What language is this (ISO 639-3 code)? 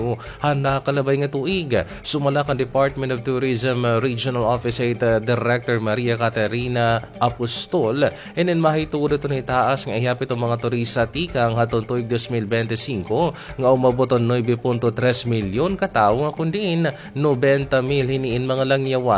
war